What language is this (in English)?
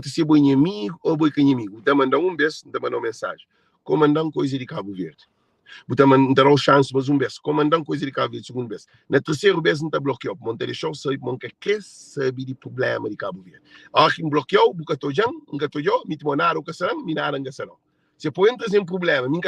Kabuverdianu